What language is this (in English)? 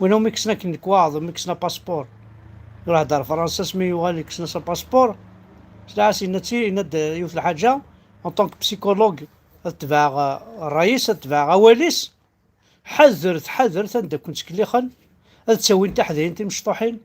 Kabyle